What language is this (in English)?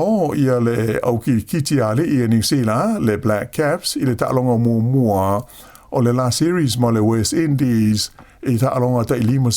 Samoan